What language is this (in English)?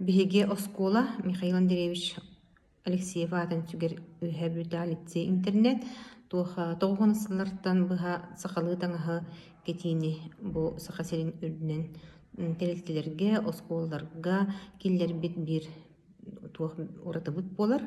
Yakut